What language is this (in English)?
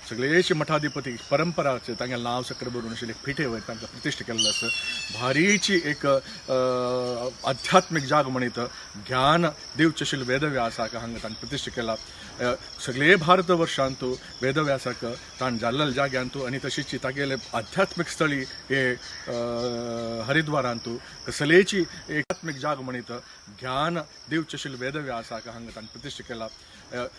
Konkani